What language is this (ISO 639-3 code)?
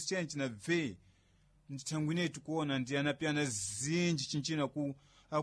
seh